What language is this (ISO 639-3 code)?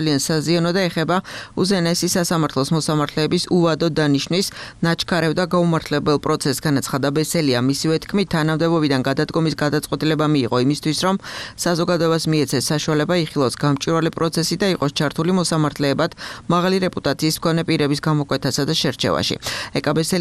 kat